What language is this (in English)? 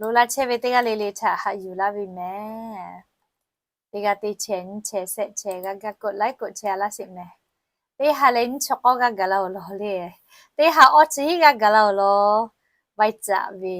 Lahu